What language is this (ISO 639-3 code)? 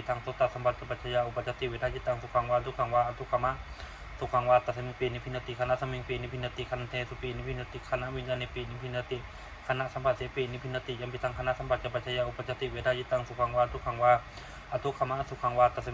pli